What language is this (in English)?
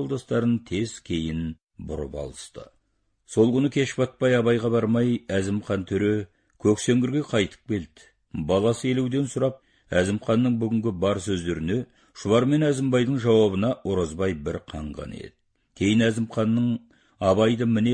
Kazakh